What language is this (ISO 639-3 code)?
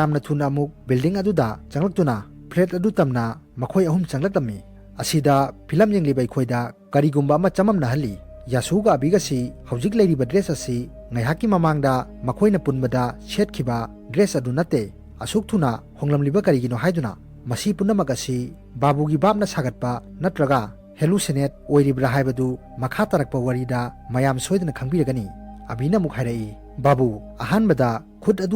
mni